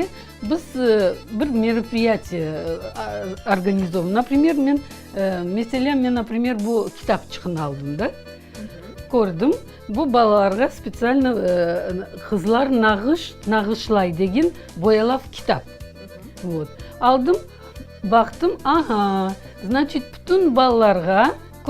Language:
Crimean Tatar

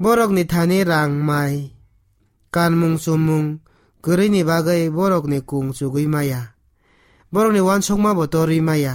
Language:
Kok Borok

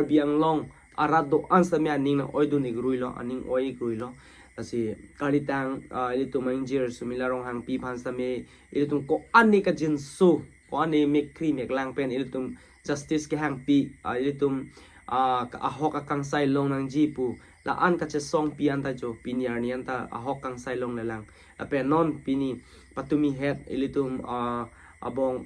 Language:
Karbi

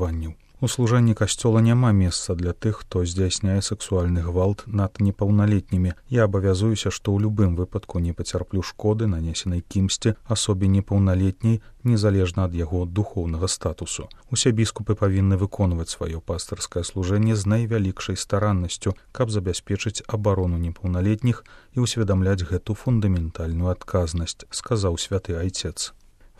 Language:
Belarusian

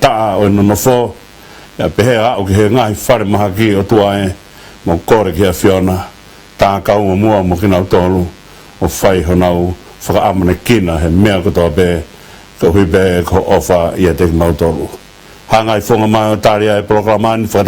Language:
Tongan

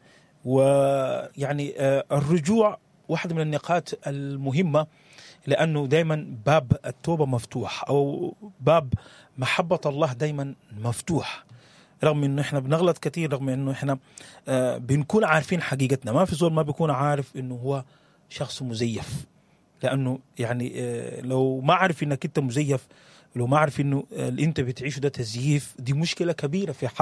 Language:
Sudanese Arabic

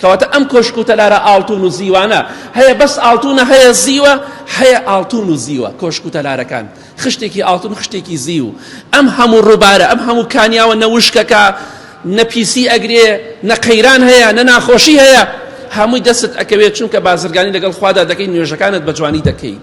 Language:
Central Kurdish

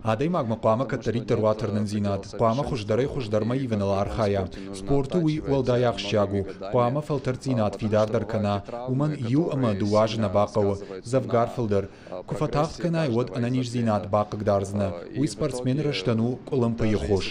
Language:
Ossetic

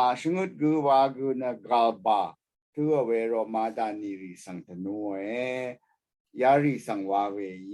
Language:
Rawang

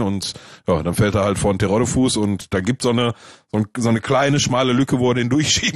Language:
German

